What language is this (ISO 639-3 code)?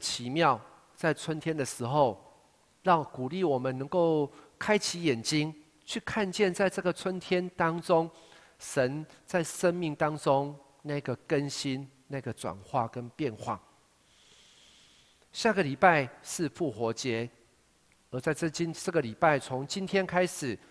zho